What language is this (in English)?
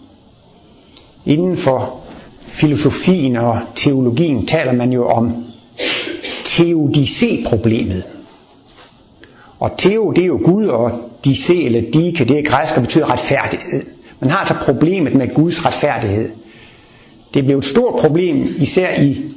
Danish